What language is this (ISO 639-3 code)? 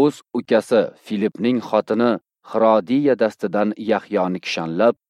uzb